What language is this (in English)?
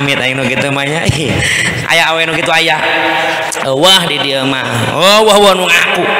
Sundanese